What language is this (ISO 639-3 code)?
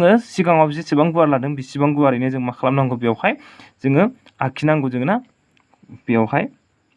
brx